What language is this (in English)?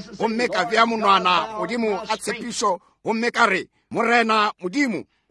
Northern Sotho